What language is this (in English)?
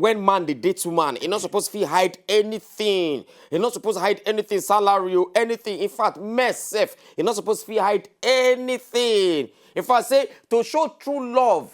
Nigerian Pidgin